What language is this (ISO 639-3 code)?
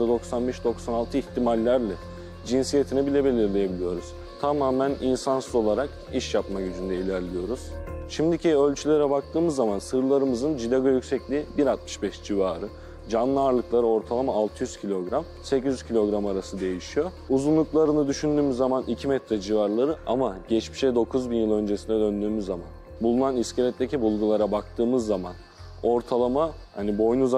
tur